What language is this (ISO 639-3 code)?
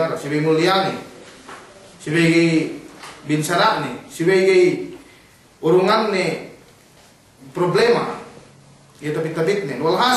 yka